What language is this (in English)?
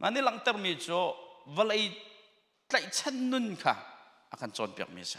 Hakha Chin